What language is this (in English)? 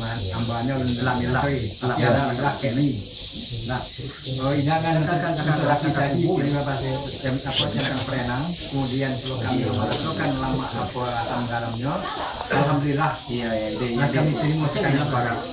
Minangkabau